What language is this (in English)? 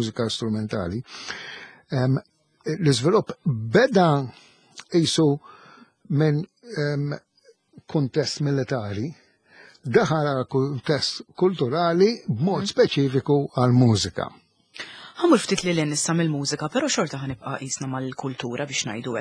Maltese